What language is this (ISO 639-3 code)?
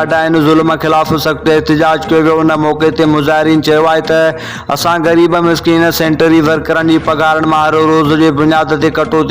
snd